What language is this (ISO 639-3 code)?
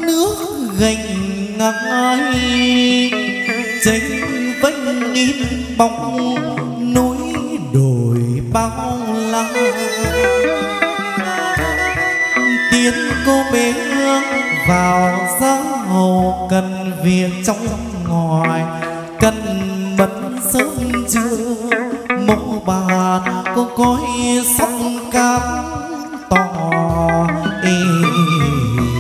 vie